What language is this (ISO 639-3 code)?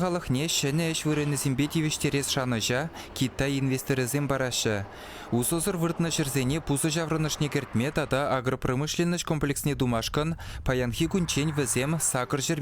chv